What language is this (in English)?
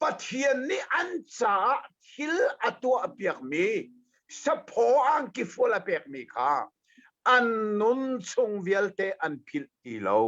Hakha Chin